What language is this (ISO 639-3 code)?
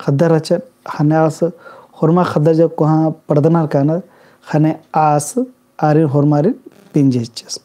kru